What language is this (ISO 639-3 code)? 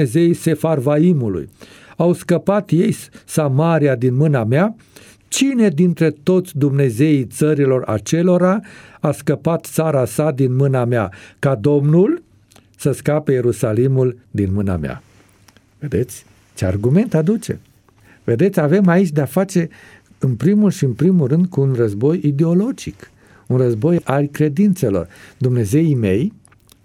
ron